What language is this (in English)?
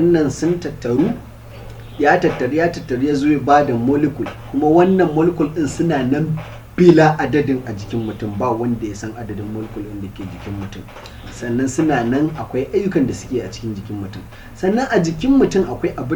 Hausa